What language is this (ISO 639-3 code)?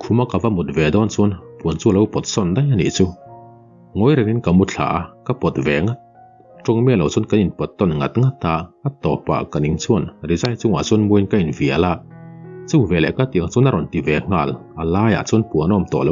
lus